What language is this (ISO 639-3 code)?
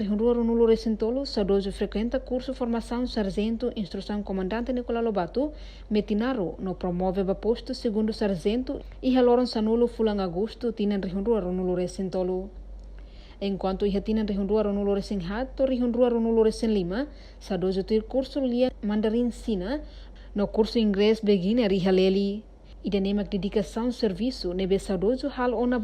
tet